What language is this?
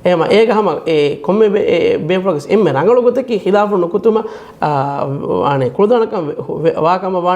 Divehi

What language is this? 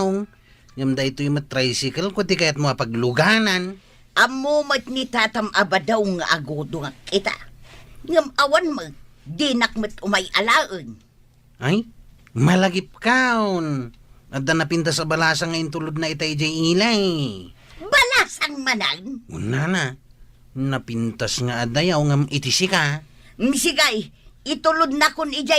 Iloko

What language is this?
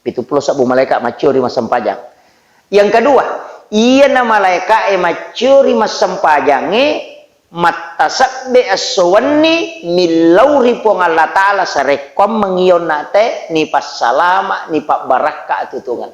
Buginese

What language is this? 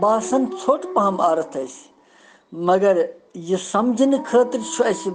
Kashmiri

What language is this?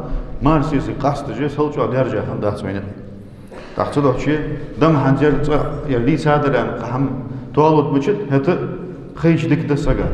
Ingush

